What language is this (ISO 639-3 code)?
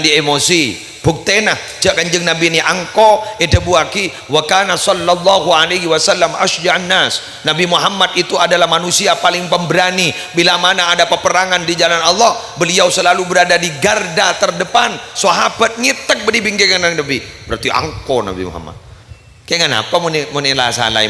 mad